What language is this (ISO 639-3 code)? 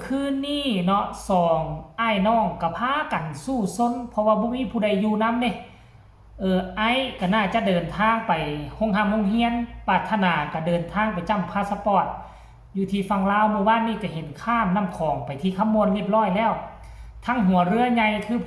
tts